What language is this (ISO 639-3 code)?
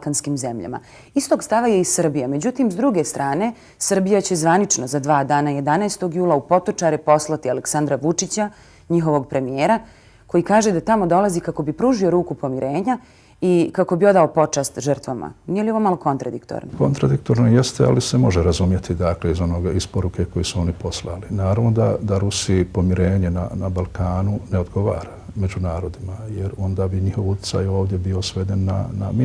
bos